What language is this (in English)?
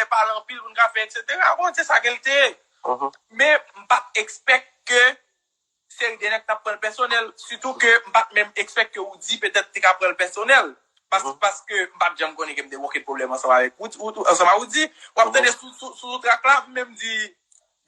Haitian Creole